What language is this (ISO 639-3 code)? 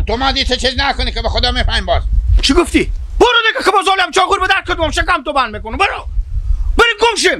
haz